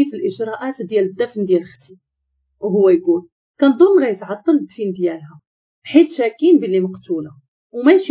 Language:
Moroccan Arabic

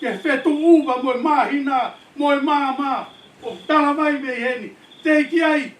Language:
Tongan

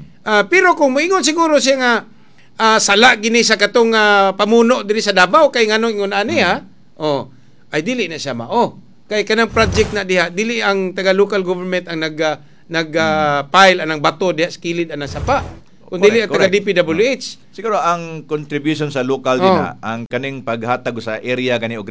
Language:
Cebuano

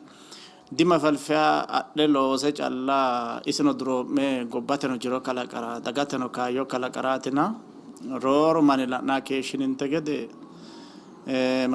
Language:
Sidamo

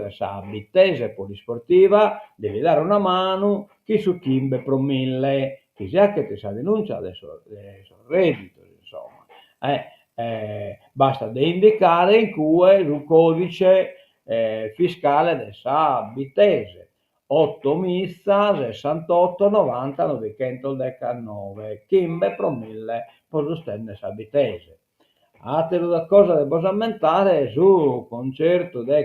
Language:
Sardinian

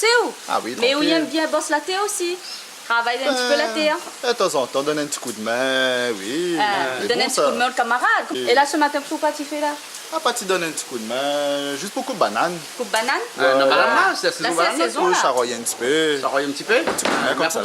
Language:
Réunion Creole French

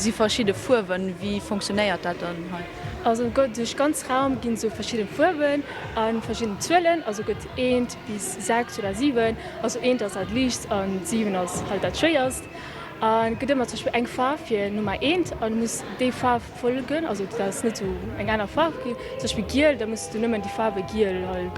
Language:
Luxembourgish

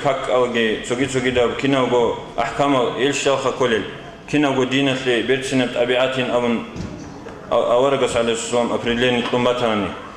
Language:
Avaric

